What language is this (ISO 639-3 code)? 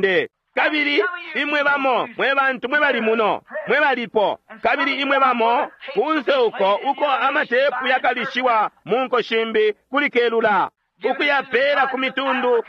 bem